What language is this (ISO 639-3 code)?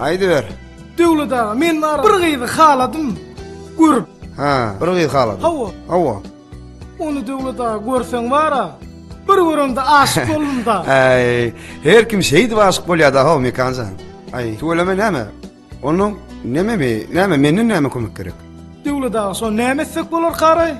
tuk